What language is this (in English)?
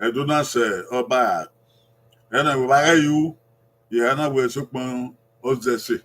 Bini